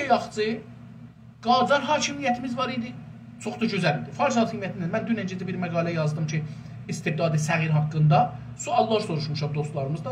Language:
South Azerbaijani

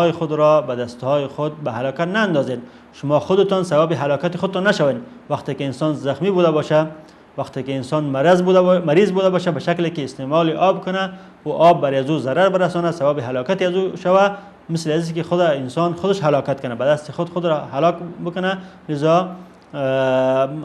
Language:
Persian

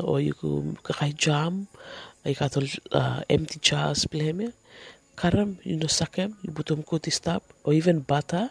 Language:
Bislama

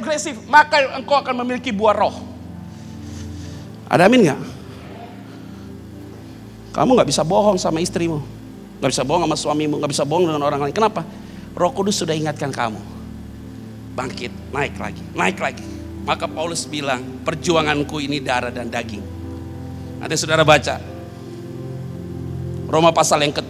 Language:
Indonesian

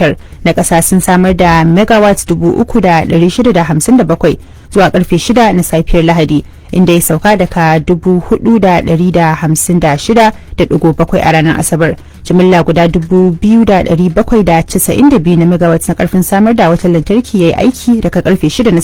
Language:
Hausa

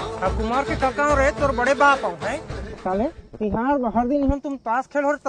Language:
Chhattisgarhi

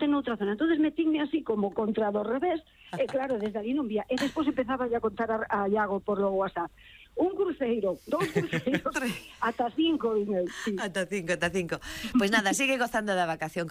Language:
Galician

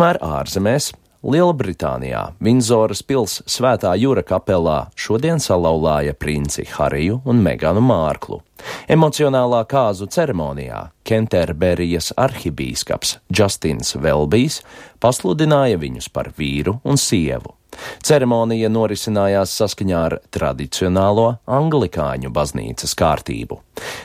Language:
Latvian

